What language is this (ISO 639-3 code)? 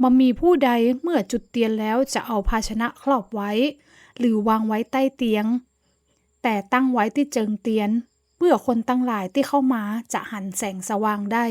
nod